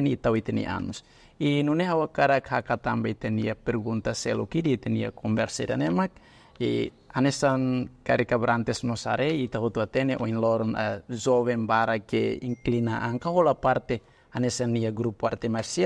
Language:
Tetum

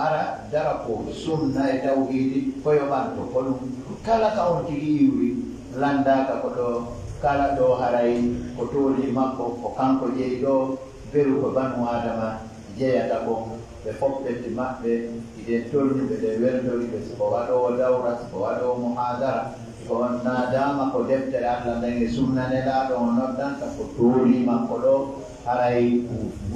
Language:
Pular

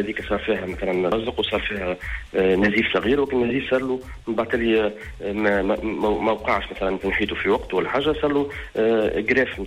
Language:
Tunisian Arabic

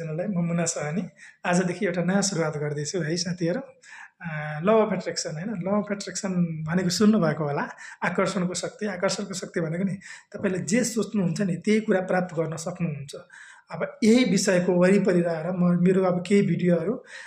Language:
Nepali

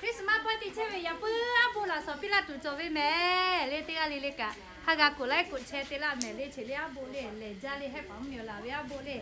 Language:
Lahu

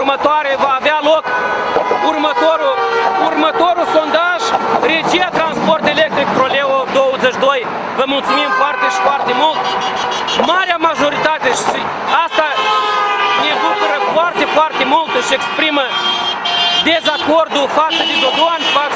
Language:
Romanian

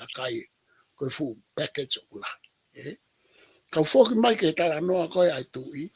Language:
Tongan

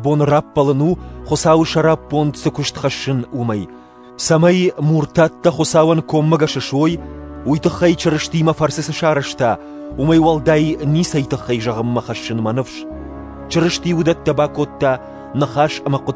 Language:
Ossetic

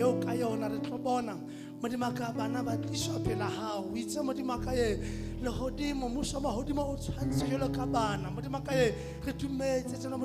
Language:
Southern Sotho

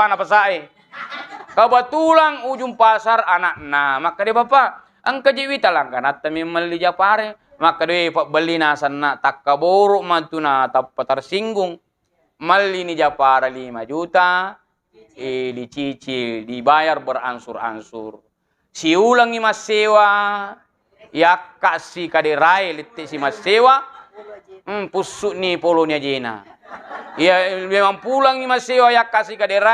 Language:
Buginese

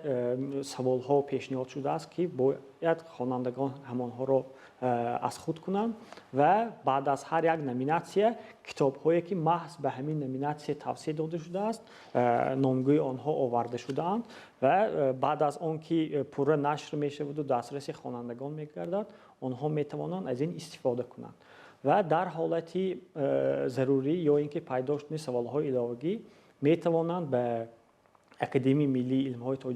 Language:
Tajik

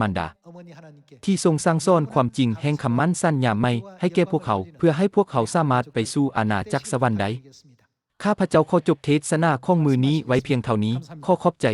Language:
Lao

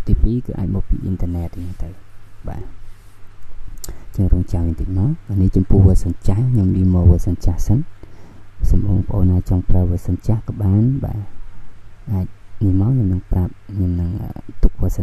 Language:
Khmer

